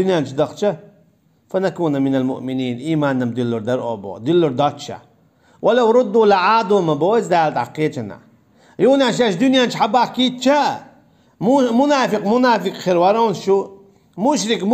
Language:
Chechen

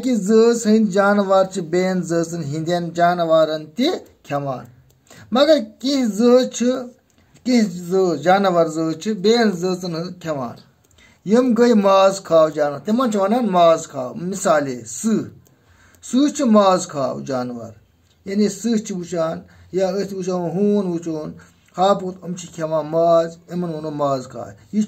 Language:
Kashmiri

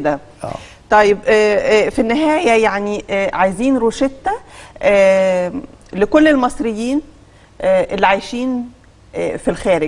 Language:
Egyptian Arabic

